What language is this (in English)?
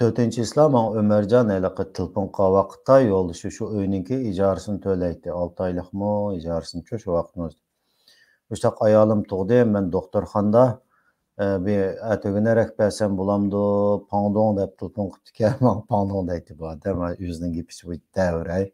Uyghur